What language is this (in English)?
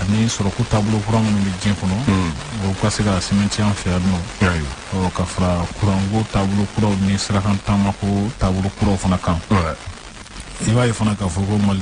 Bambara